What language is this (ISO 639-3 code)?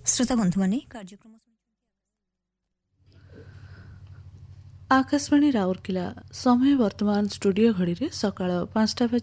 ori